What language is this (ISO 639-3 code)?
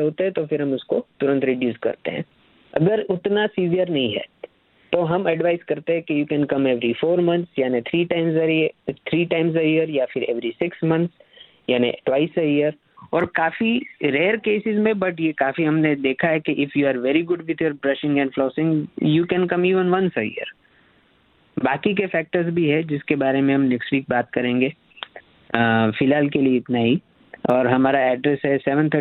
hin